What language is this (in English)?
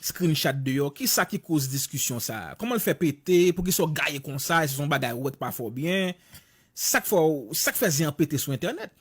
Haitian Creole